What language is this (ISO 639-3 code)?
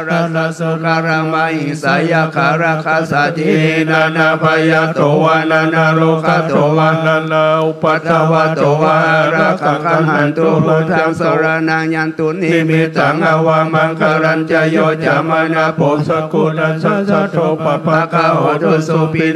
pli